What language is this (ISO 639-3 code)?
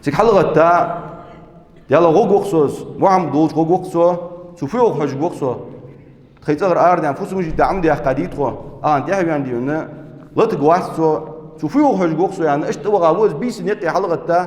inh